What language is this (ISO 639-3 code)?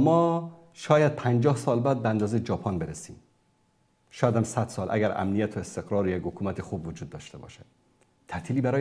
fas